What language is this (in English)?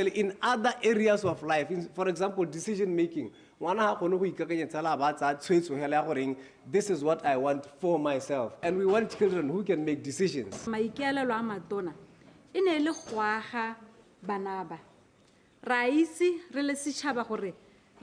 Tswana